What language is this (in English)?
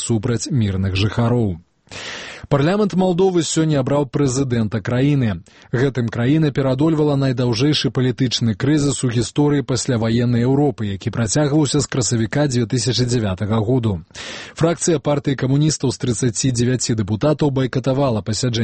Belarusian